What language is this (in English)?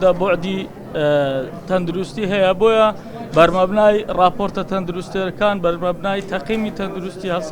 Central Kurdish